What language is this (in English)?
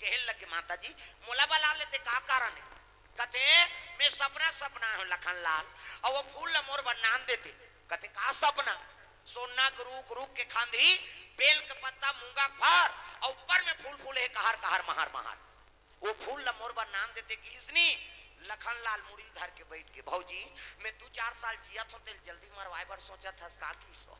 Chhattisgarhi